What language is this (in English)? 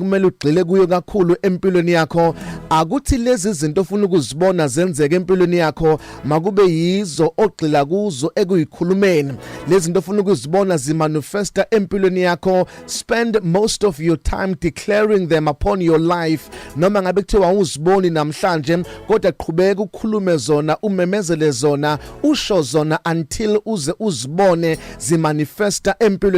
Zulu